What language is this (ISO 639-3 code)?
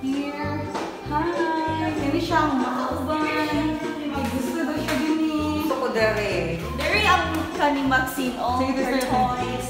ceb